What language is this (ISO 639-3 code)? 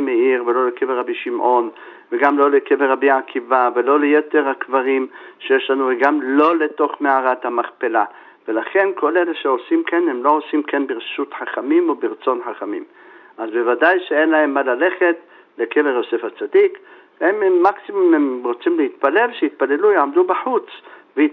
heb